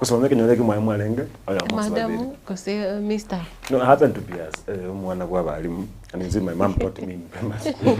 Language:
Gusii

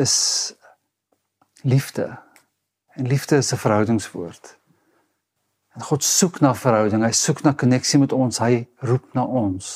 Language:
Afrikaans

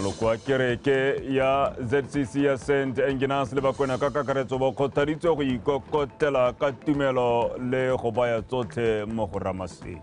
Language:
Tswana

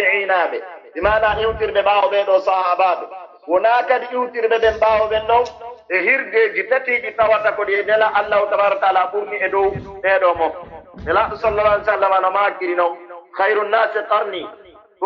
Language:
Pular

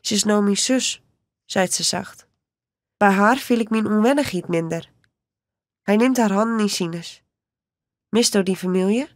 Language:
Western Frisian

